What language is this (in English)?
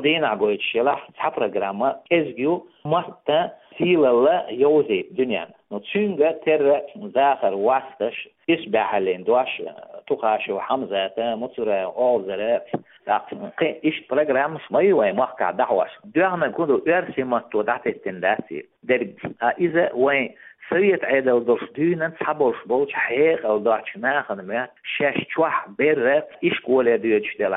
Chechen